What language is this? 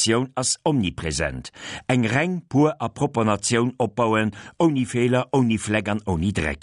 Luxembourgish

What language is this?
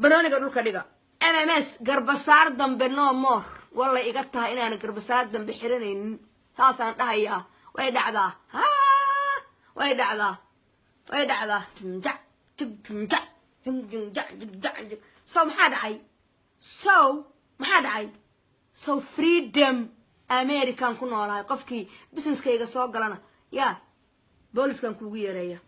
Somali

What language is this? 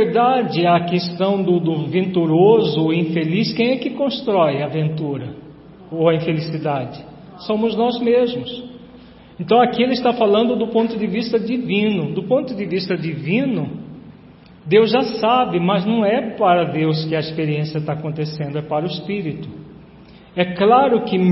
Portuguese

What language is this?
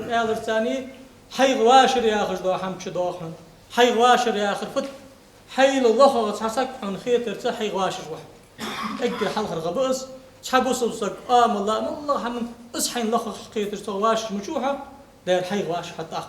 Ingush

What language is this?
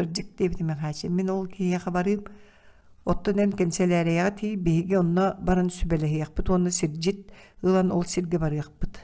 Yakut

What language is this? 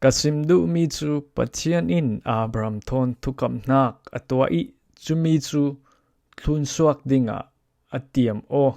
Falam Chin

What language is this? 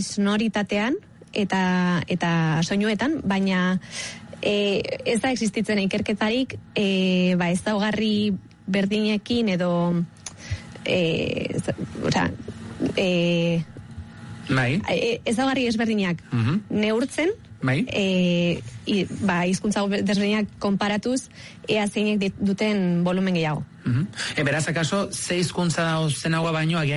Basque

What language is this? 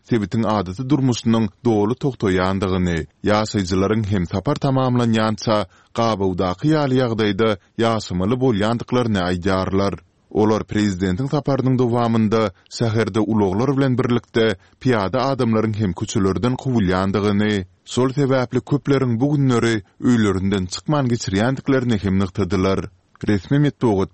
Turkmen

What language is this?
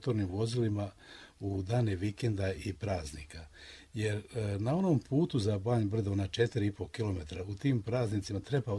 Croatian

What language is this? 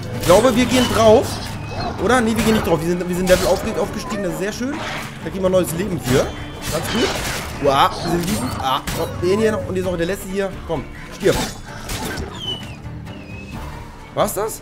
German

